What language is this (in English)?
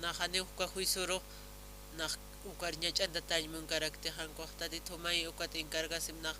Aymara